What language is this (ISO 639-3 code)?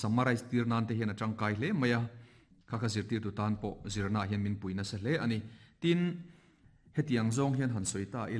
lus